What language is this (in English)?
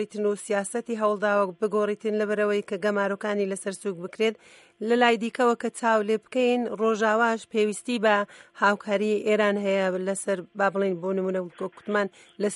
Central Kurdish